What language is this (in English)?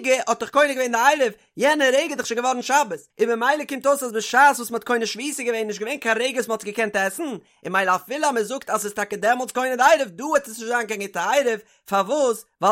Yiddish